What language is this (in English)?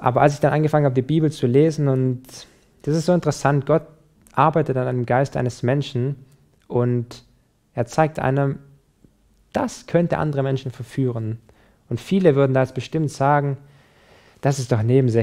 German